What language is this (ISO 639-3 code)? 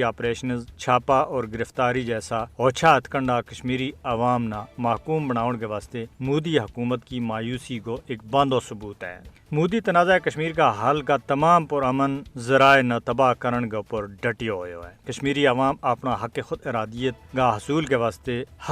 gju